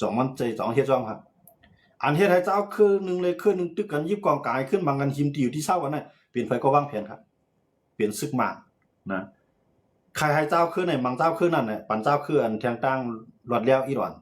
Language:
Shan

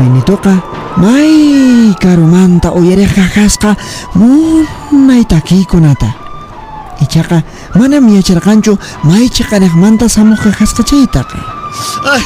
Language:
Quechua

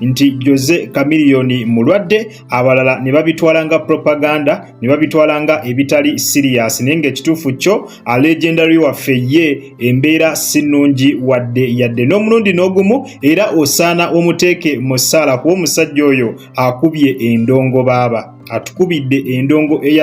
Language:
Ganda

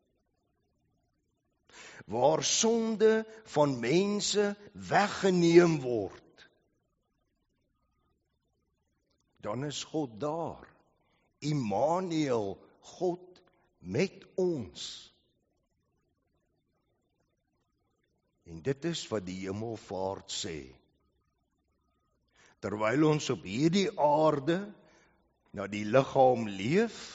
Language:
Afrikaans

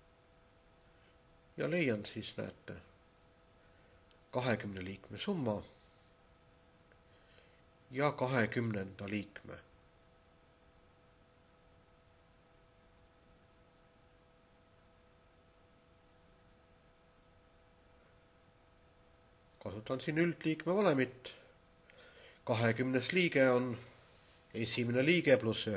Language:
Estonian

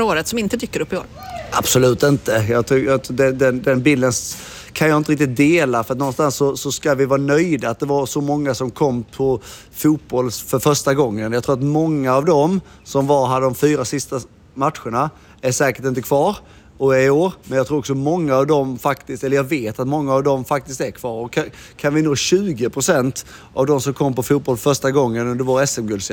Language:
Swedish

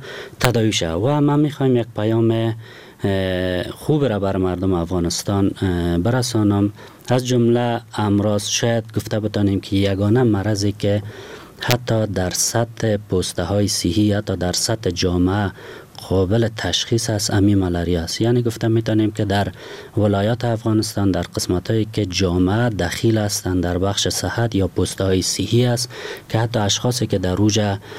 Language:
Persian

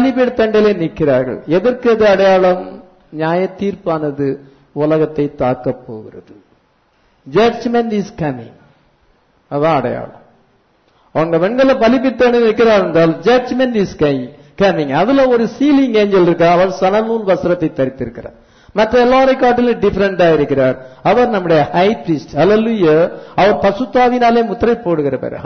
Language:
Tamil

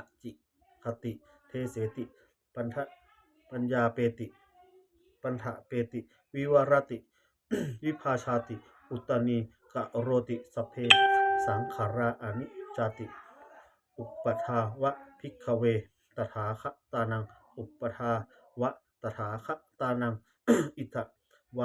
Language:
Pali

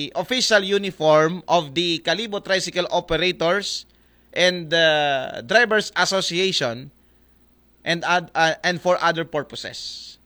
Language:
Aklanon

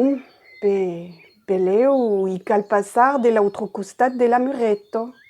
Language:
Occitan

